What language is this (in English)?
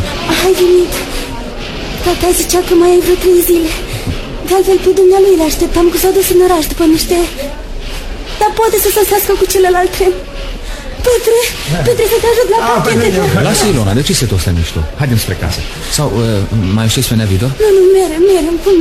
Romanian